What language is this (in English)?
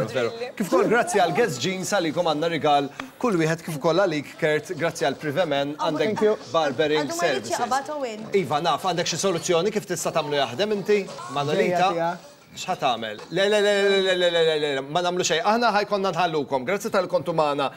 Maltese